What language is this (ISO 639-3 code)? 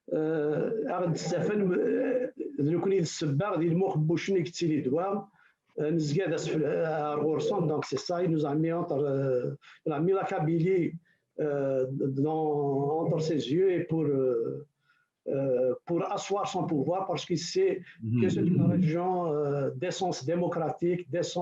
kab